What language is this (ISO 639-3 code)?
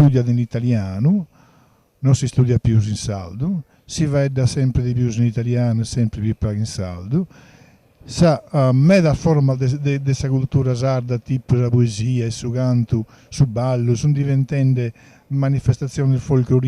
srd